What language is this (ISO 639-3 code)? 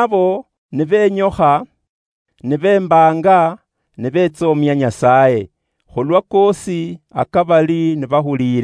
luy